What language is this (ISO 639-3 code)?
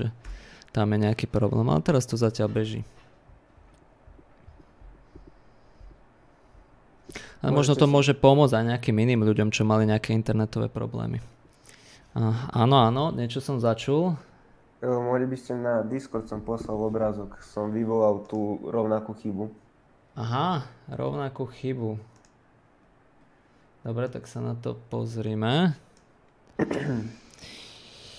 slk